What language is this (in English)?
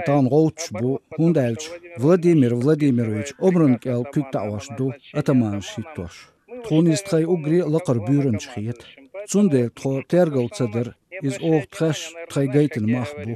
Chechen